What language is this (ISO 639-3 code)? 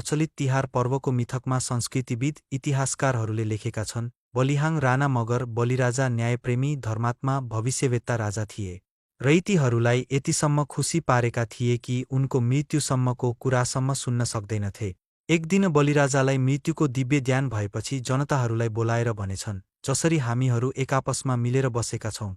nep